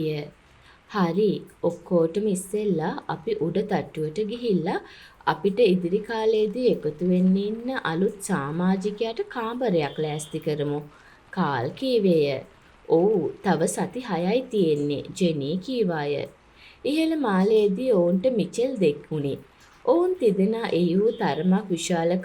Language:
Sinhala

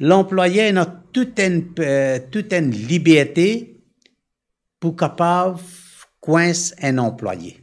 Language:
Morisyen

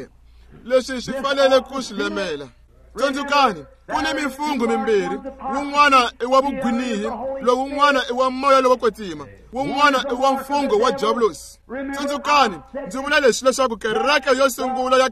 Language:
Tsonga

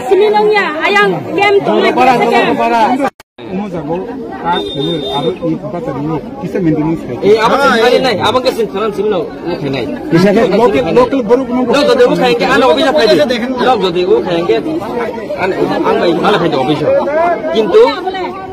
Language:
Kok Borok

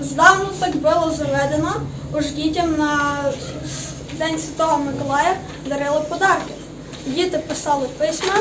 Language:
Rusyn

